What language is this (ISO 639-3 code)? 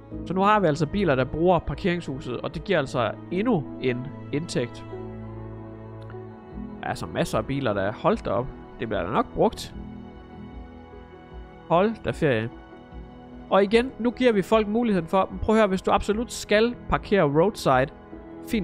dan